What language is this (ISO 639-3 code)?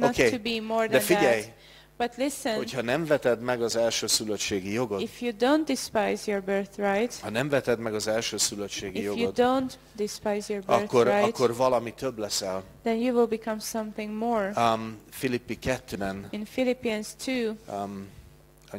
hun